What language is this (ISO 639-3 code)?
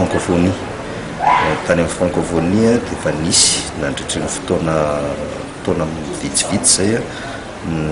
mlg